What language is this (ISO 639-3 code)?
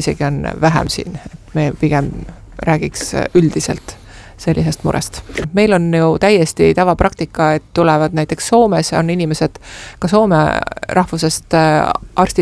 est